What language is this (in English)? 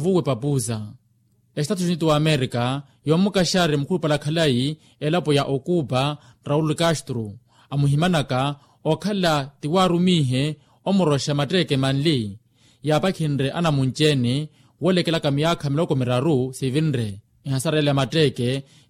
Makhuwa